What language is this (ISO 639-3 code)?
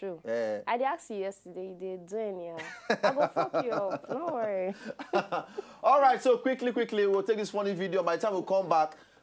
pcm